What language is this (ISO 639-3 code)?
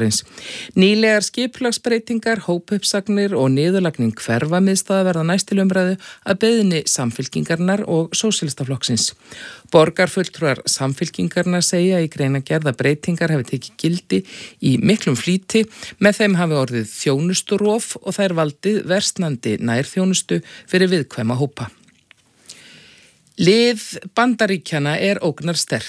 isl